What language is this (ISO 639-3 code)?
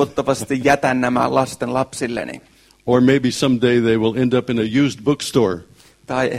fin